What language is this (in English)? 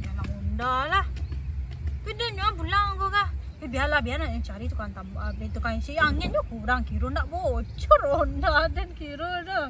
Minangkabau